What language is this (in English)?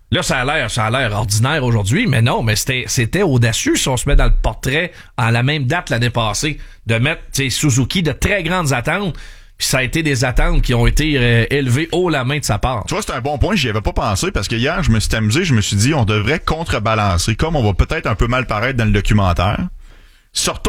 French